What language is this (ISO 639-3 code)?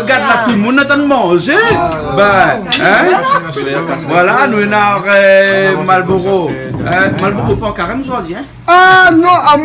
rcf